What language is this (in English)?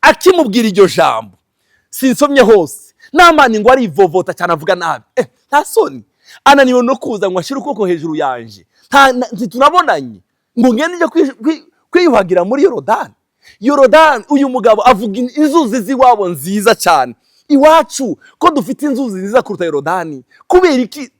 Rundi